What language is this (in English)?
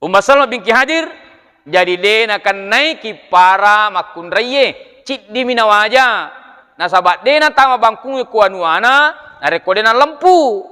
Buginese